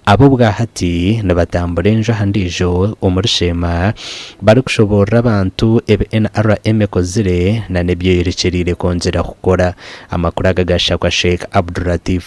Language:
Nyankole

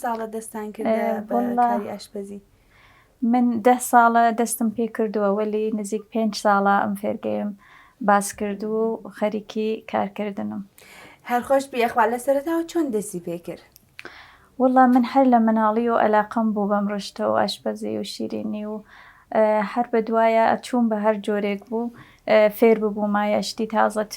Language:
Central Kurdish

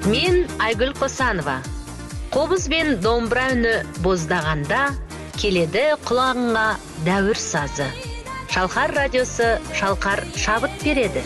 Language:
Kazakh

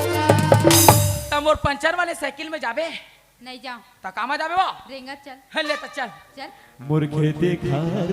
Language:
Chhattisgarhi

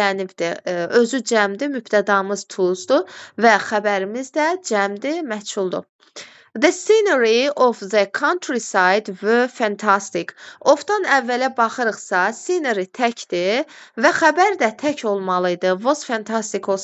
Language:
Azerbaijani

